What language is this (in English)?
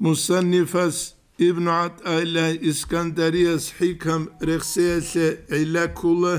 Avaric